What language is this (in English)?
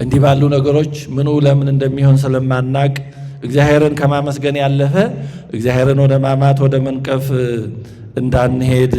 Amharic